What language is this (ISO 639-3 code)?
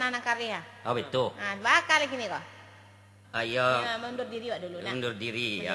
min